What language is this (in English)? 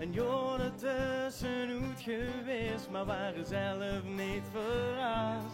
Limburgish